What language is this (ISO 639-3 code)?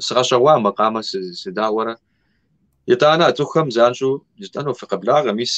kbd